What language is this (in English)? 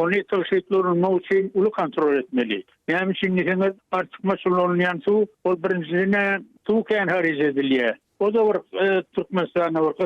Turkmen